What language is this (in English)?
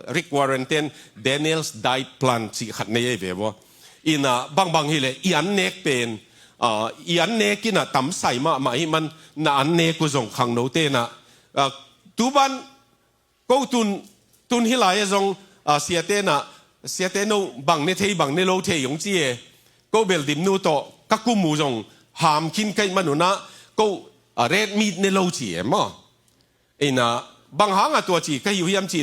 Tedim Chin